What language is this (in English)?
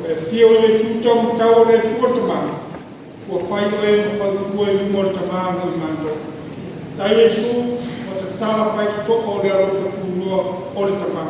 Samoan